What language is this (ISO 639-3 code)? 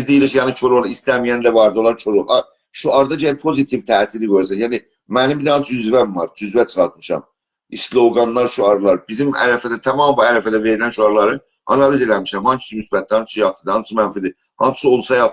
azb